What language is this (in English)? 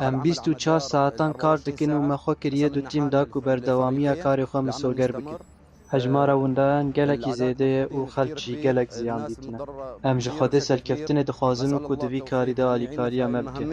Kurdish